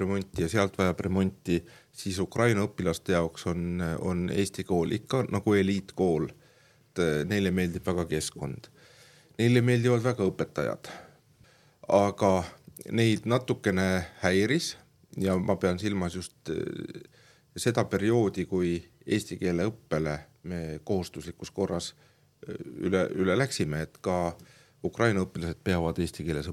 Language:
Estonian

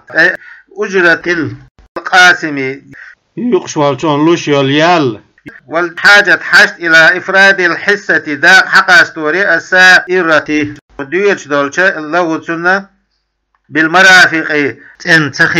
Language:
Chechen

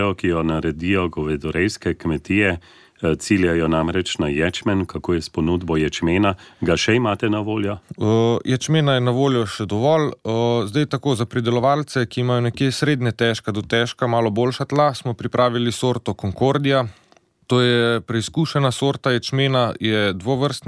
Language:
Slovenian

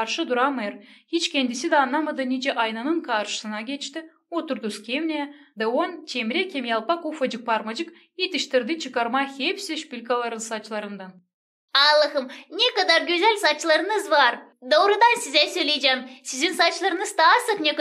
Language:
Gagauz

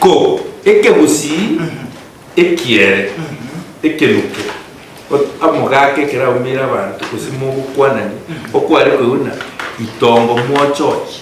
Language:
Gusii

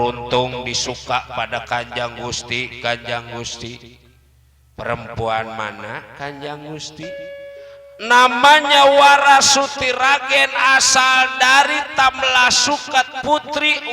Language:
Betawi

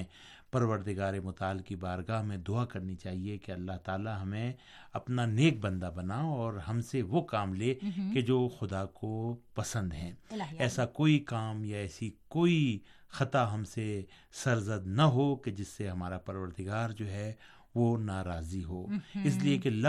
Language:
Urdu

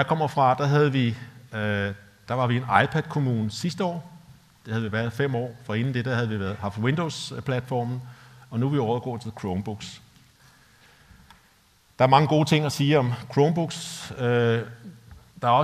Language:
Danish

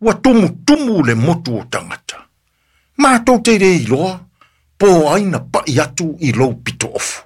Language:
Samoan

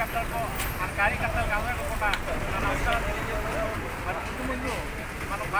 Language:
Telugu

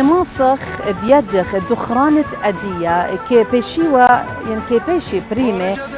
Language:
Assyrian Neo-Aramaic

